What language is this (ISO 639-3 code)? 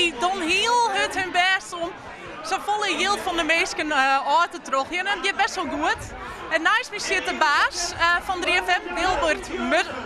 fry